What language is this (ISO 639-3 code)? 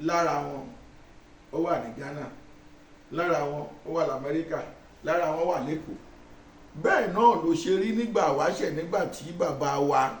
yor